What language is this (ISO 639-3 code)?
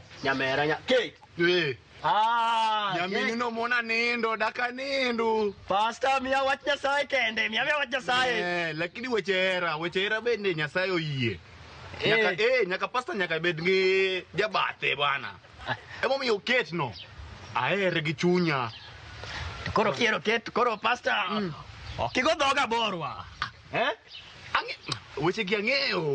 luo